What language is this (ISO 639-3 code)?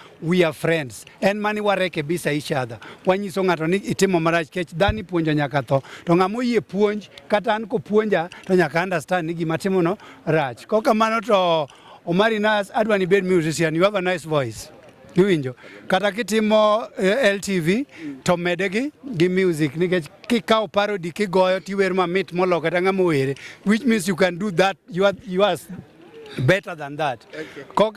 luo